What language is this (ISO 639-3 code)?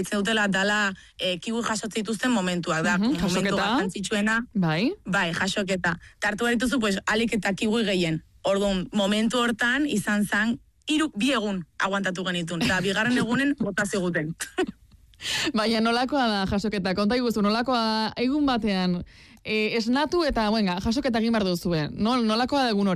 eus